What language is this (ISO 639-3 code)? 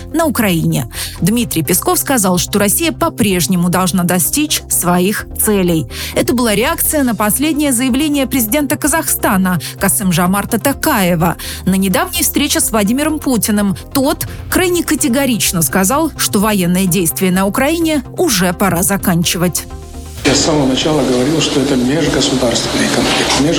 rus